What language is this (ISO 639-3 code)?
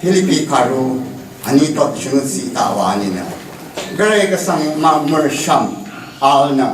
raw